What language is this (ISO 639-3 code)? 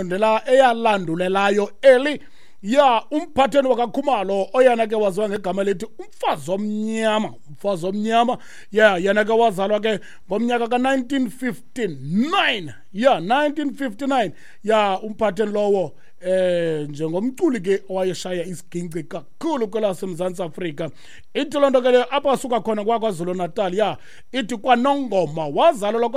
xho